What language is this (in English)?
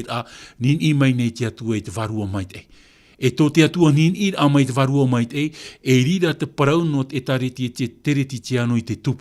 Tahitian